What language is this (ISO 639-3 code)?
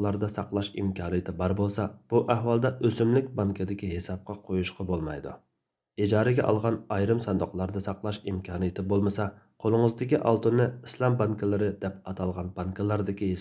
uig